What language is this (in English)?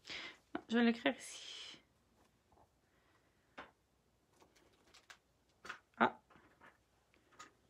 French